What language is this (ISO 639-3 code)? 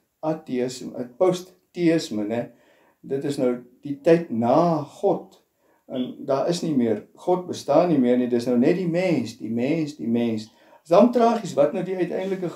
afr